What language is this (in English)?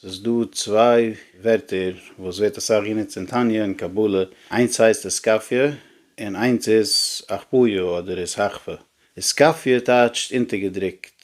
Yiddish